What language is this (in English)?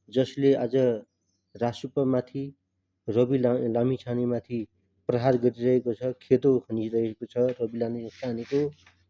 Nepali